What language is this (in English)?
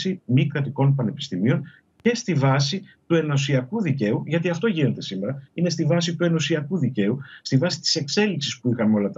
Greek